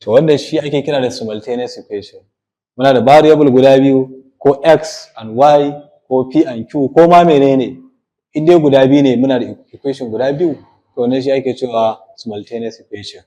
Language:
Hausa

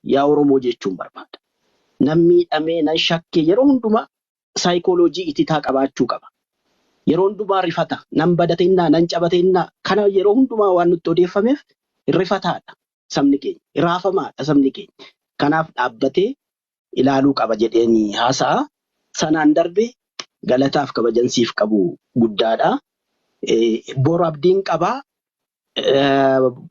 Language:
Oromo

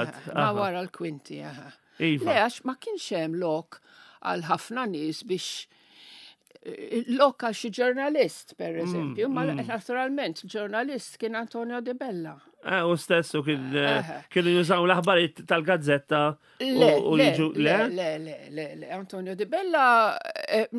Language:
Maltese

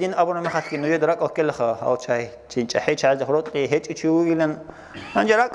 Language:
Avaric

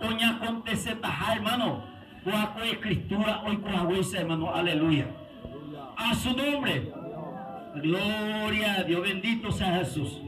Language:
Guarani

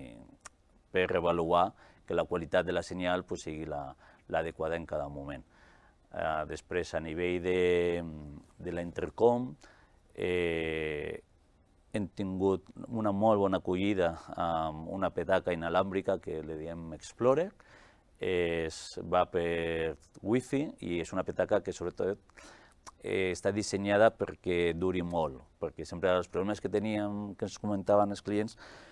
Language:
Catalan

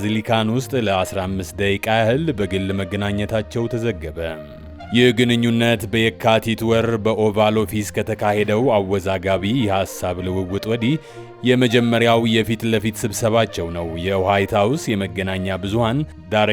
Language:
Amharic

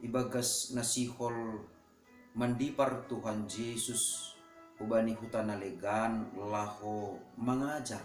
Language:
Batak Simalungun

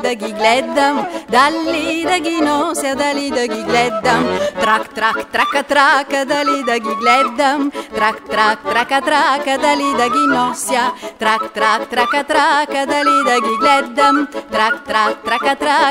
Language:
Bulgarian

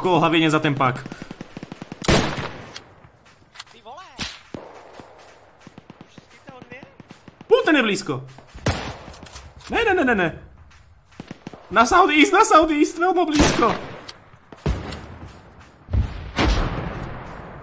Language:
Czech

